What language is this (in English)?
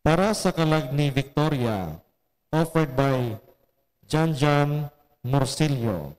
Hiligaynon